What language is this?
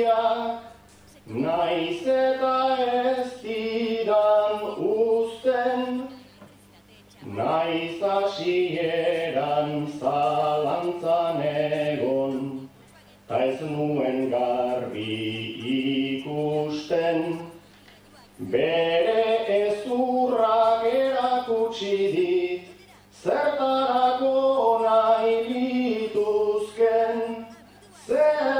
Basque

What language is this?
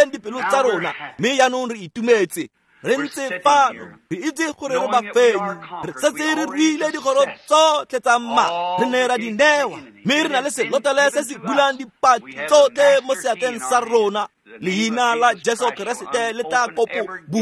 Tswana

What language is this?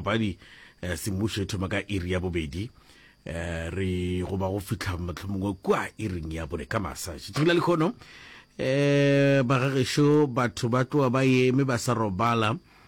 Northern Sotho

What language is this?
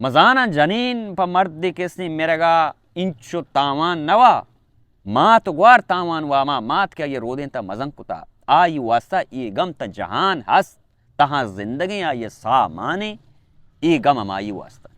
Baluchi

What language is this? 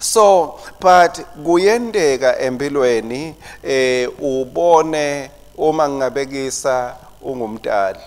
Swati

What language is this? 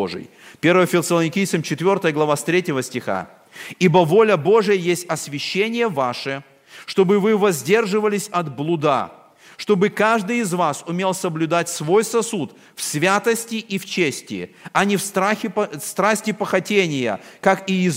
Russian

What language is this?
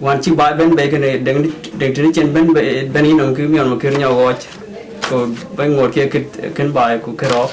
Dinka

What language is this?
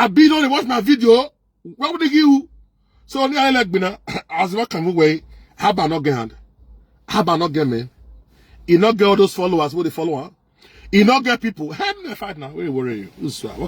Nigerian Pidgin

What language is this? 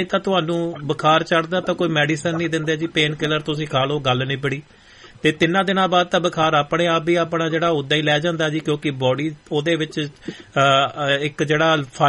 Punjabi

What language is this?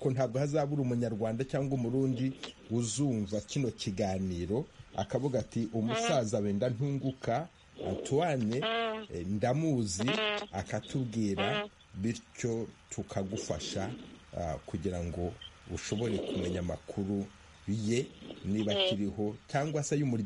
Kinyarwanda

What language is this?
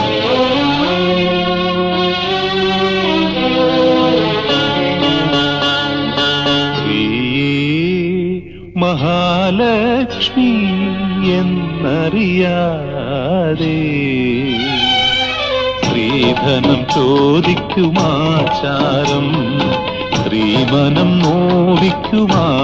Malayalam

